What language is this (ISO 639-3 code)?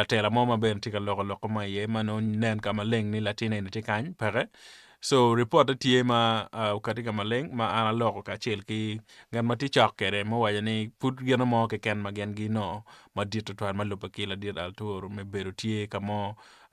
ach